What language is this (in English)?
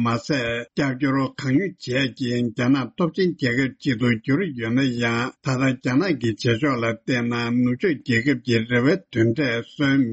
Tibetan